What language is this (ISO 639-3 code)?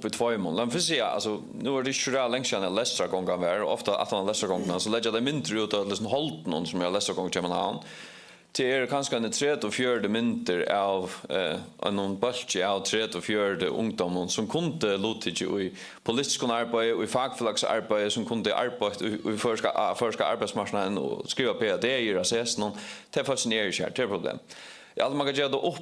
fao